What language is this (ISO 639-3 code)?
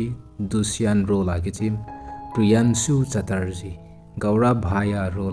tcz